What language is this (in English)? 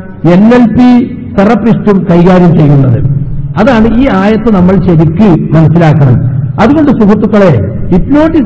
Malayalam